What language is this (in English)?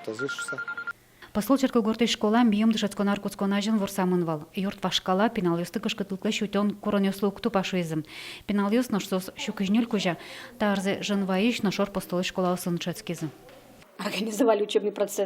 Udmurt